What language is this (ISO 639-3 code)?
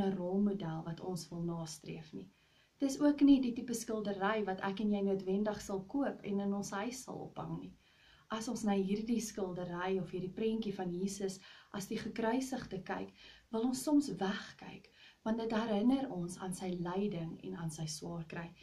afr